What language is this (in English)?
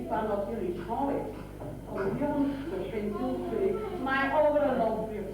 Bavarian